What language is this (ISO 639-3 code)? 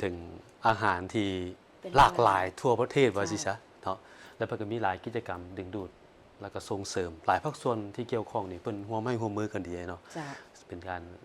lao